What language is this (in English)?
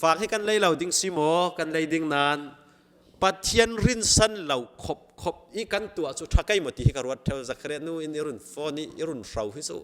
Falam Chin